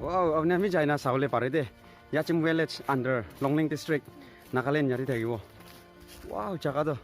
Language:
Naga Pidgin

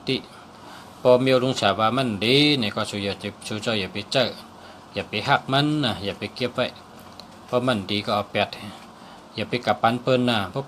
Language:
Shan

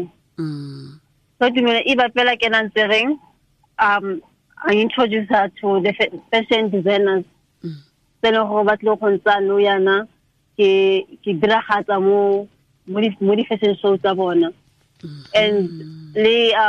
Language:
Tswana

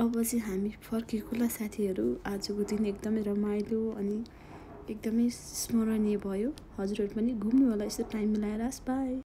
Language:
Nepali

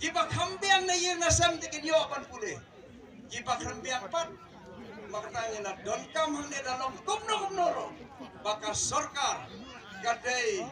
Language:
Khasi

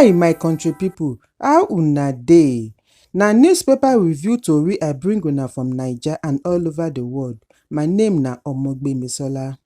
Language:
Nigerian Pidgin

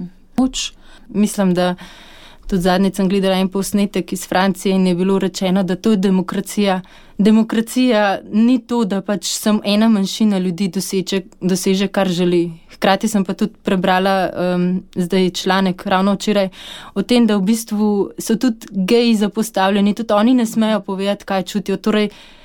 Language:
Slovenian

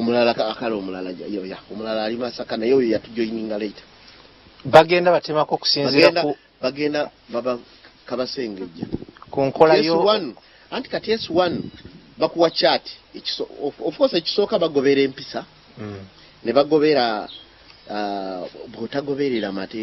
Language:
Ganda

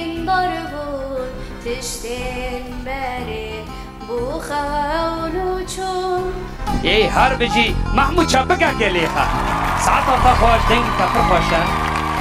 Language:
Kurdish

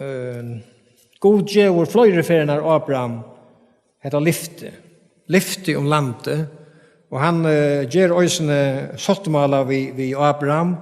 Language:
Faroese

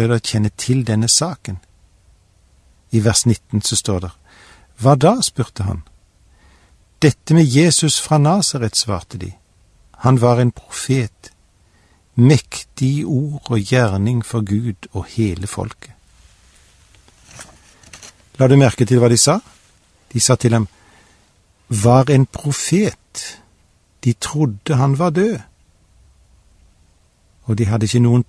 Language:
Norwegian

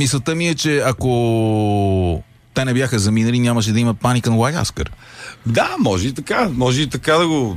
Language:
Bulgarian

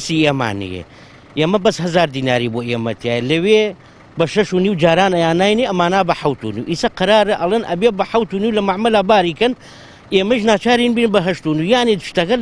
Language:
Central Kurdish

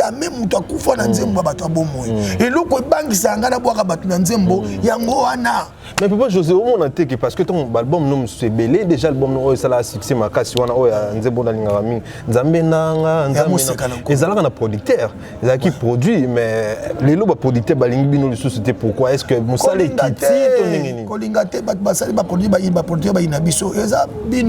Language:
Lingala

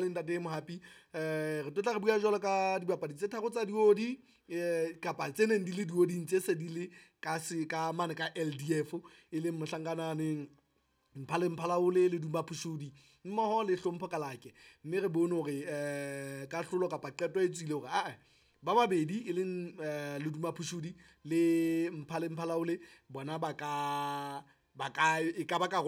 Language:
Southern Sotho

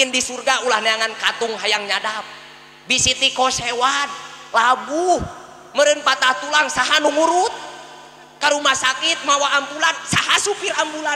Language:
Sundanese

